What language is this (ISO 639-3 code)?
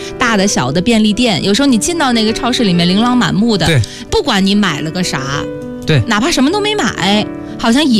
zho